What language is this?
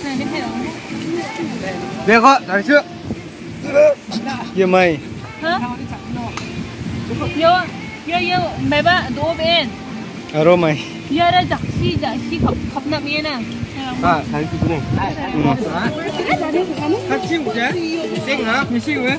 Vietnamese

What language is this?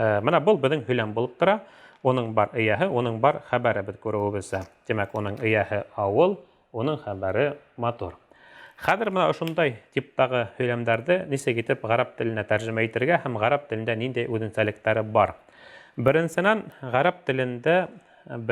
Bashkir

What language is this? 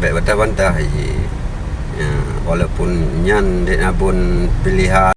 Achinese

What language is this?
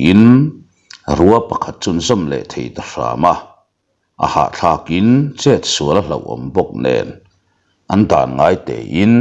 Mizo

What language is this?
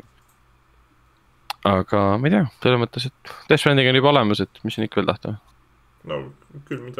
Estonian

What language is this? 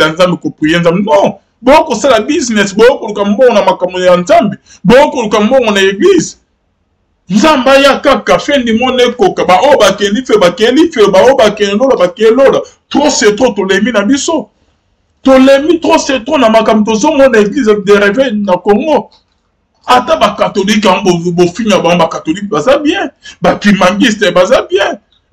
Lingala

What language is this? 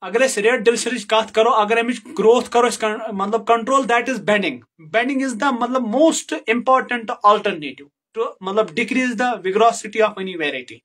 Kashmiri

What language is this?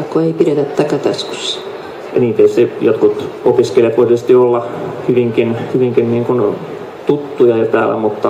Finnish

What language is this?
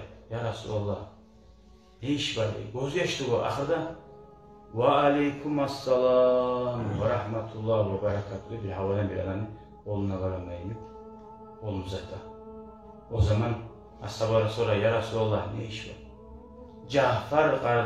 Kumyk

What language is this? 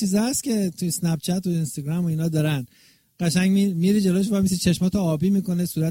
Persian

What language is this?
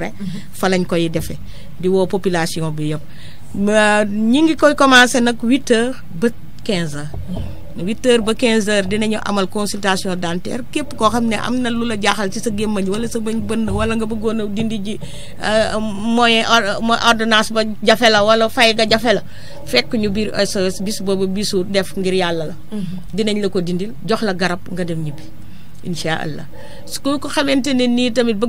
Wolof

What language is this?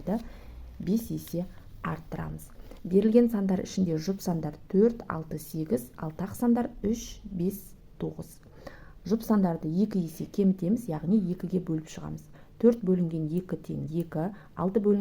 Kazakh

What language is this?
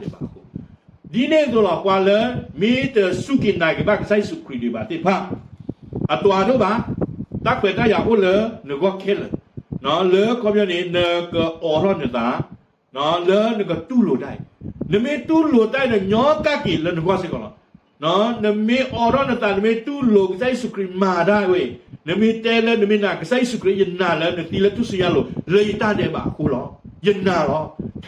S'gaw Karen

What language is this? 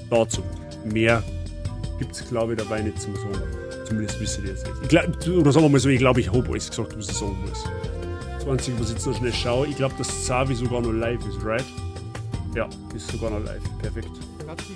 Bavarian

